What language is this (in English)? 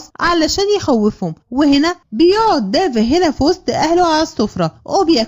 Egyptian Arabic